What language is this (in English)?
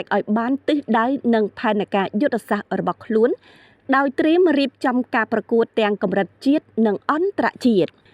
Khmer